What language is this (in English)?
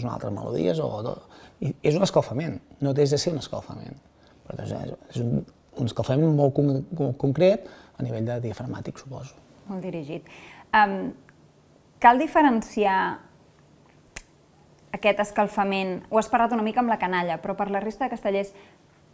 Catalan